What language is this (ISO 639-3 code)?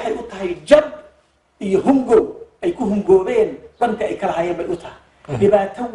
som